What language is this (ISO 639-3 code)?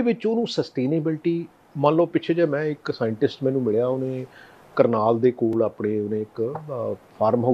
pan